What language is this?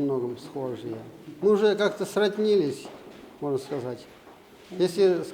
Udmurt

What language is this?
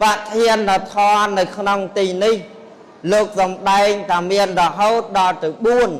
Khmer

